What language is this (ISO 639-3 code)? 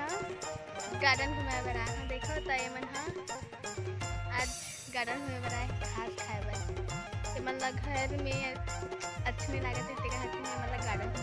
hne